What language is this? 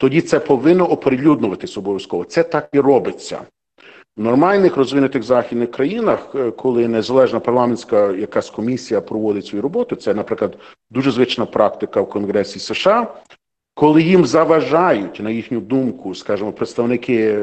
Ukrainian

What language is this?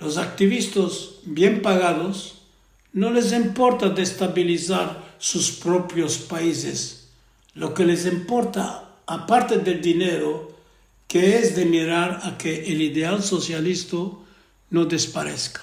Ladino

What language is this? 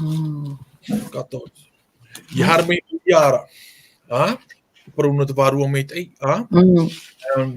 Tahitian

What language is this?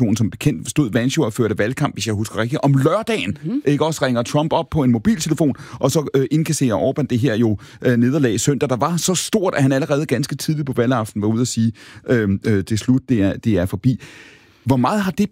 Danish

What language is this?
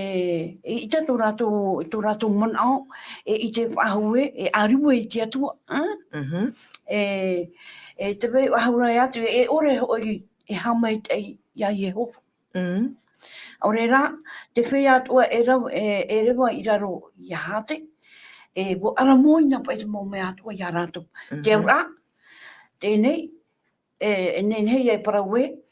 Tahitian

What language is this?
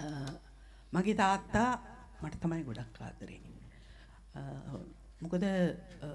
Sinhala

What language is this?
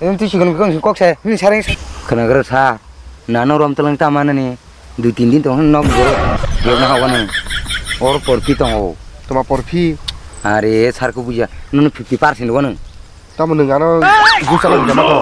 Kok Borok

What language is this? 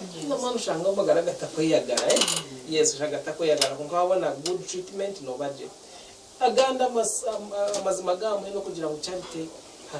Nyankole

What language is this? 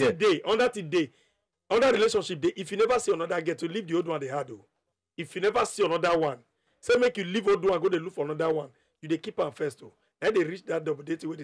Nigerian Pidgin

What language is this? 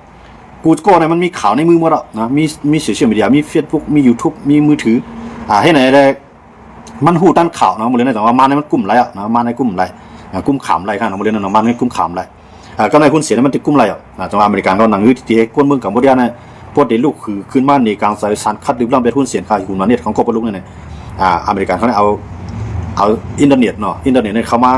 Shan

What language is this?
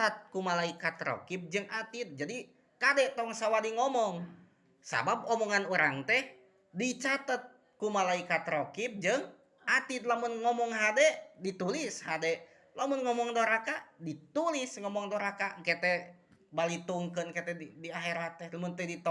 Sundanese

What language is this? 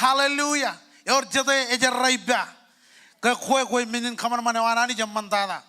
Marshallese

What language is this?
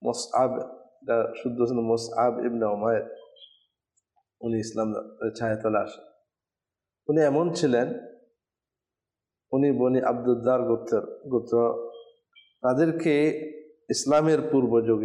Bangla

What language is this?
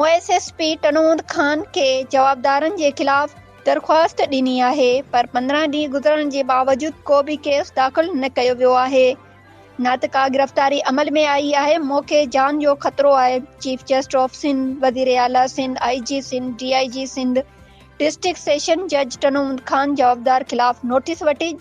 Sindhi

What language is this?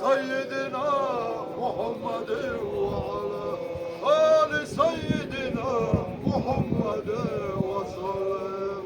Chechen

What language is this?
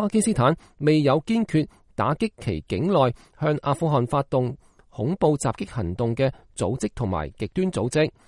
Cantonese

